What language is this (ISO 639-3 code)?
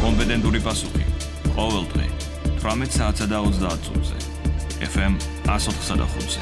kat